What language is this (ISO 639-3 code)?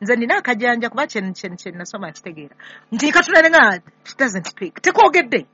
lug